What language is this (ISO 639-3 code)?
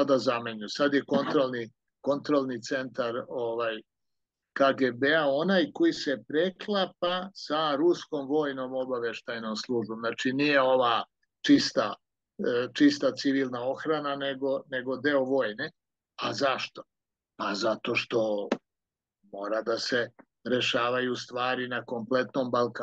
srp